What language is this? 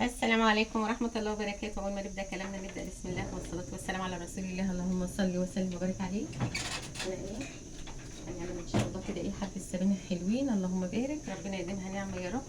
Egyptian Arabic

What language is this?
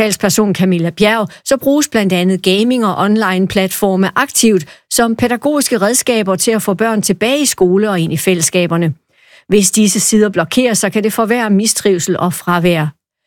Danish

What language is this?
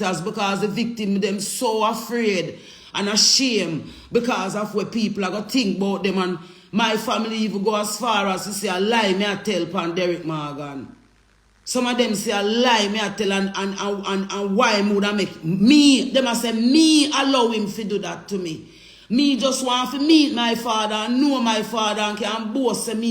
Jamaican Creole English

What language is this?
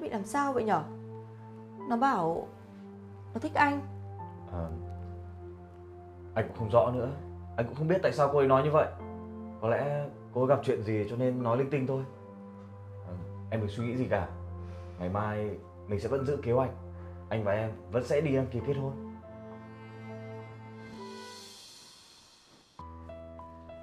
Vietnamese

